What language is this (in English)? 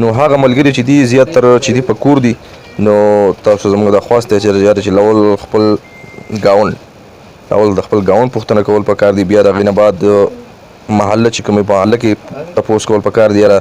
Pashto